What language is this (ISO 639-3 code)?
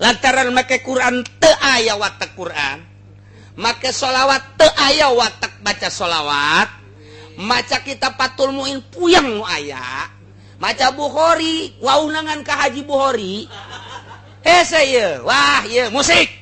sun